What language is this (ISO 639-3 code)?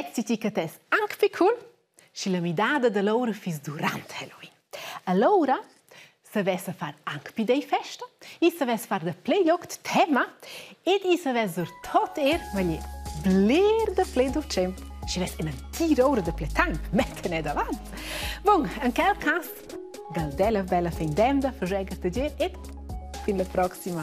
roh